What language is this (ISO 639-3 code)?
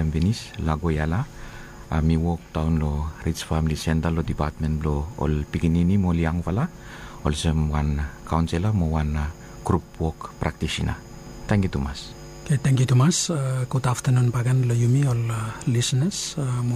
bis